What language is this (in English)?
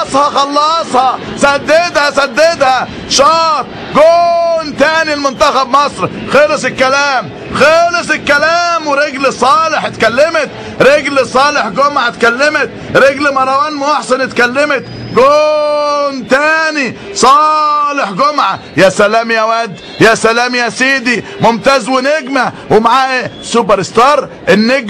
Egyptian Arabic